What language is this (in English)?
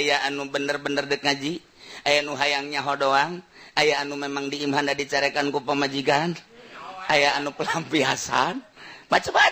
Sundanese